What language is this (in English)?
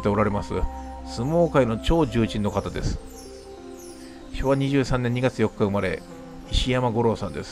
Japanese